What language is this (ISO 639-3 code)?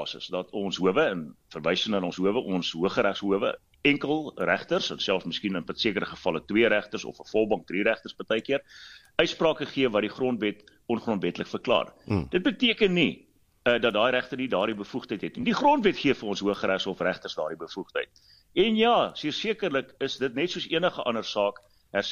afr